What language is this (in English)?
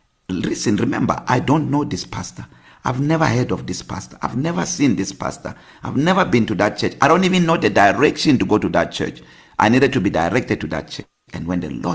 English